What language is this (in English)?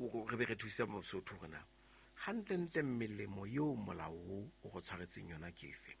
Southern Sotho